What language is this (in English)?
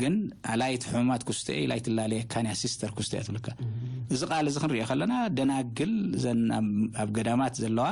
Tigrinya